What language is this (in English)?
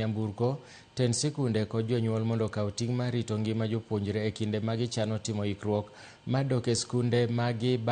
Luo (Kenya and Tanzania)